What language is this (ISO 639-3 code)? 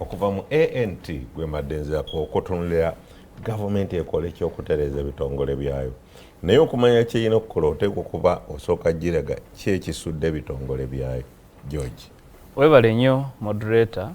lug